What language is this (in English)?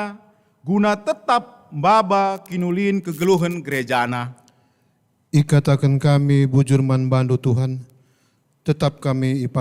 Batak Karo